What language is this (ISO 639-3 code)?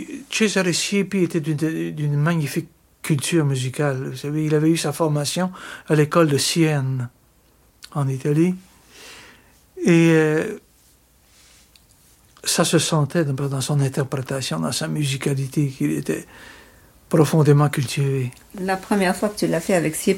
fra